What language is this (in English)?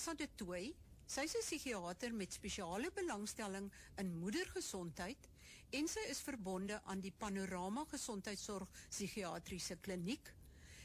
Afrikaans